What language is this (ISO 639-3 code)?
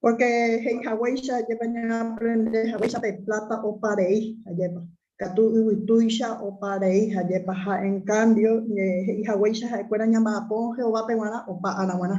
grn